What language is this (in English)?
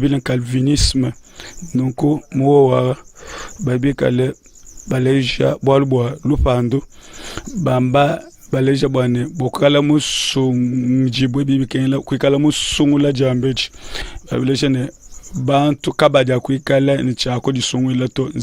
Luba-Lulua